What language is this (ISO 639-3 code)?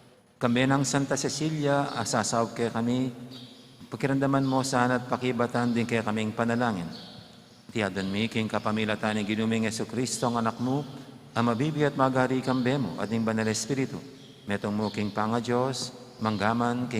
pam